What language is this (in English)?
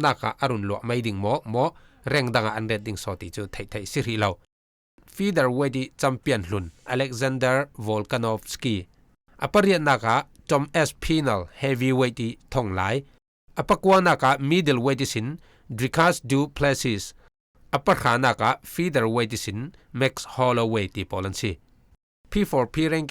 Falam Chin